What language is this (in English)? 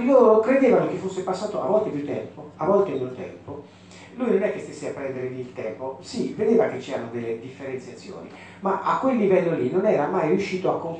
Italian